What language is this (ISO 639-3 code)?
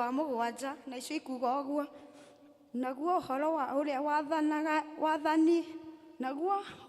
kik